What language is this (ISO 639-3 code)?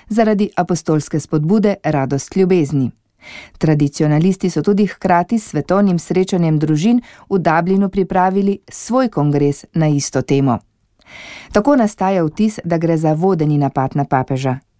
slv